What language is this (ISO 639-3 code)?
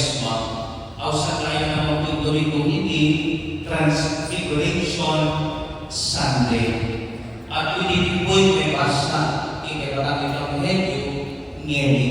pam